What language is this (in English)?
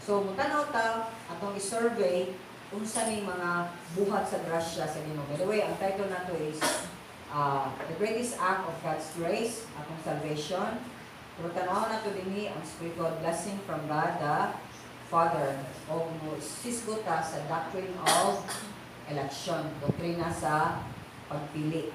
Cebuano